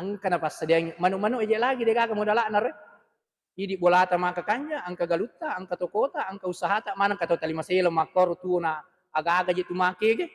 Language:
Buginese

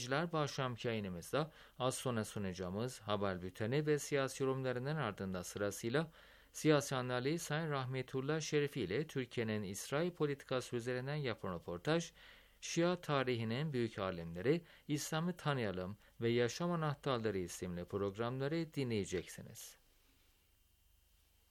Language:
Turkish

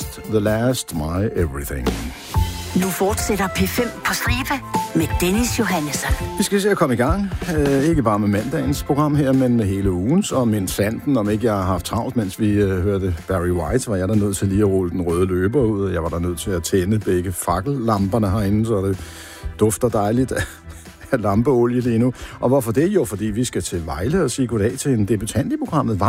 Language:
Danish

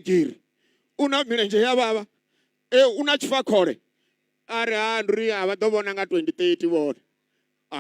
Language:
Venda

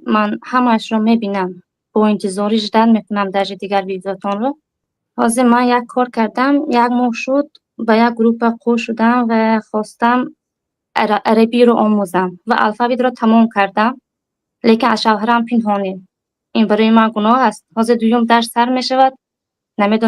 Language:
Tajik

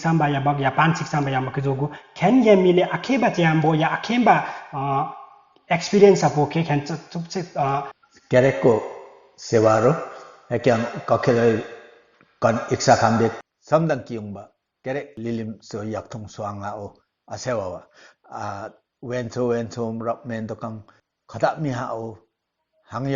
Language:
Limbu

